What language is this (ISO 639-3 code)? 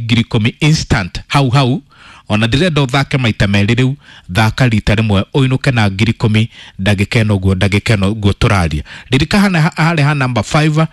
kik